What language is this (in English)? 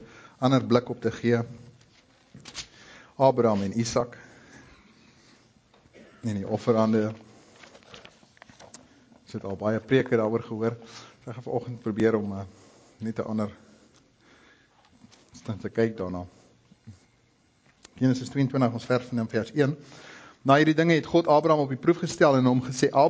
Afrikaans